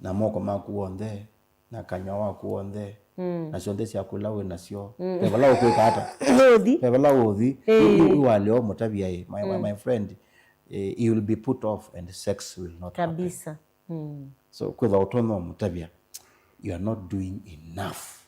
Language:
Kamba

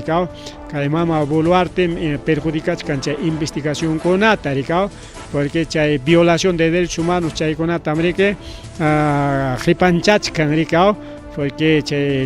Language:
Ayacucho Quechua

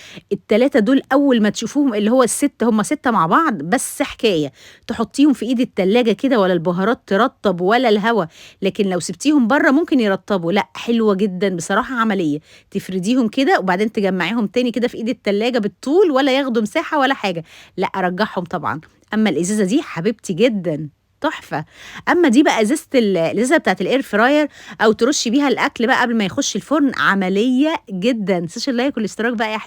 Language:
Egyptian Arabic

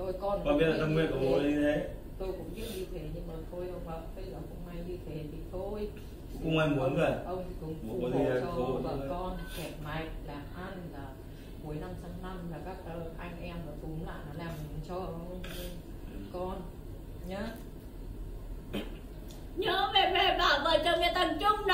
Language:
Vietnamese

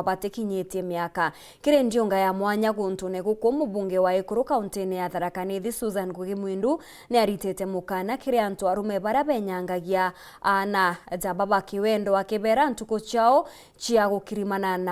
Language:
Meru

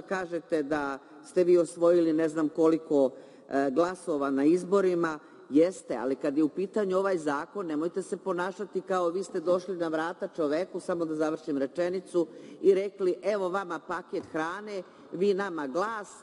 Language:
Serbian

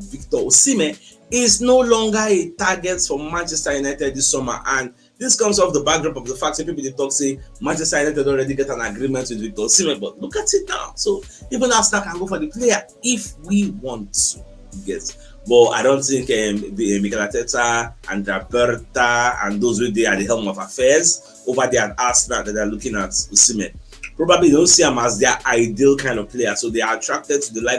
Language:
Nigerian Pidgin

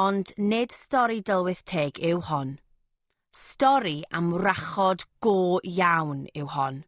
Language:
Welsh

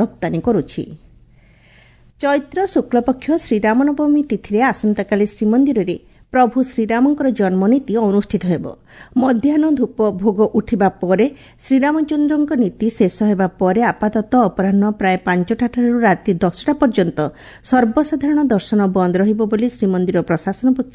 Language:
Odia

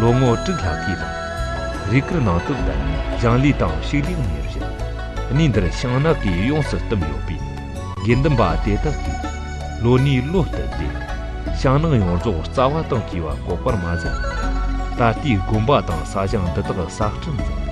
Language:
Tibetan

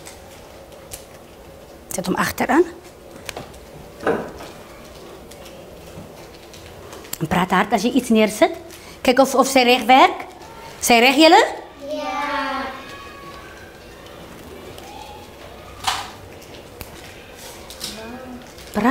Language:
Afrikaans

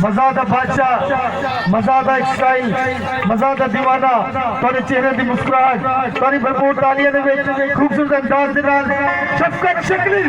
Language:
Saraiki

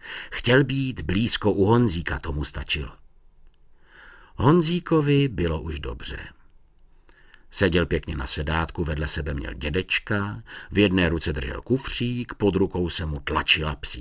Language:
Czech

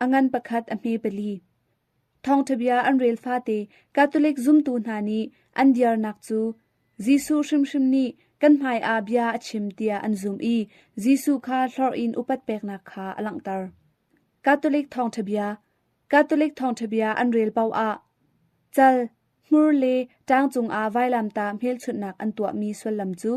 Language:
Hakha Chin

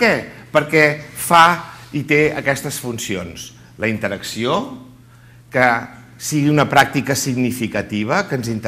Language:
Catalan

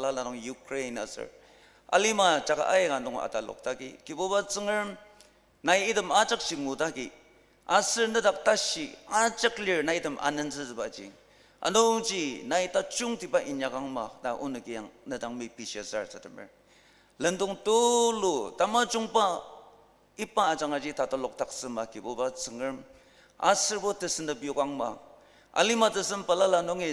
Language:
Ao Naga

